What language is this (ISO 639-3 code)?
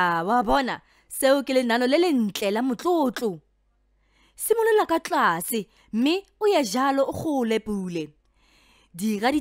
tsn